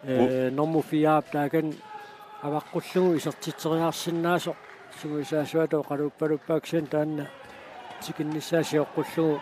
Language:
Kalaallisut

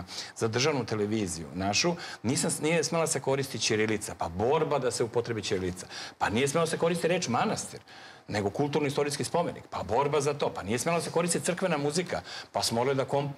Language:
Serbian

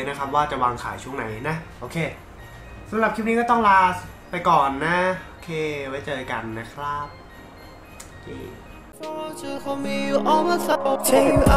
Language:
Thai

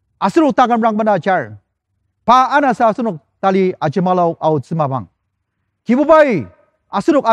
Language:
Ao Naga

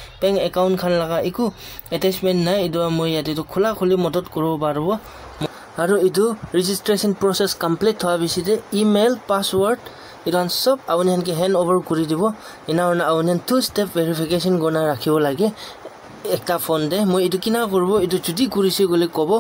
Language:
Naga Pidgin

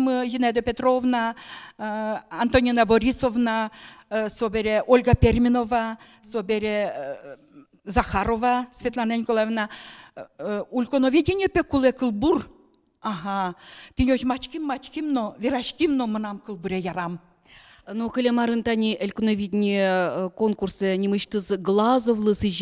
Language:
Udmurt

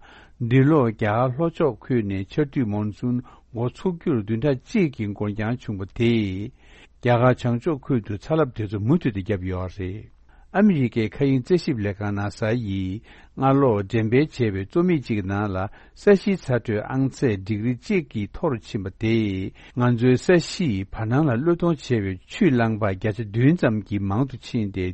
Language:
Tibetan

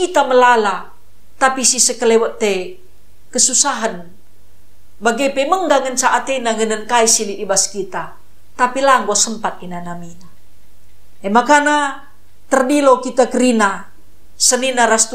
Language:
Batak Karo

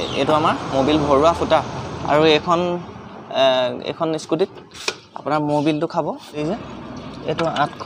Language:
Assamese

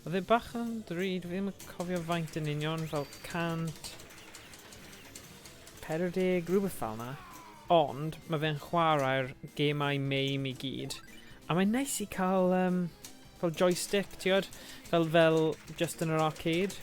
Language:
Welsh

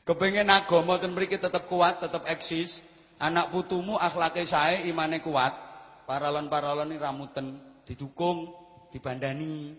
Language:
Javanese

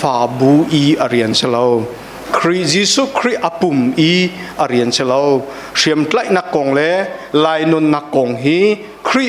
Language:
Hakha Chin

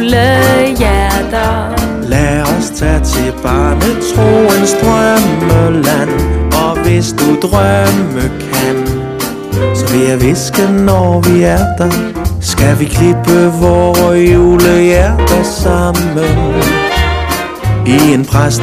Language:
Danish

